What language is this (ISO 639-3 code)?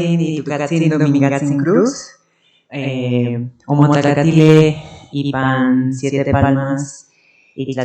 nhn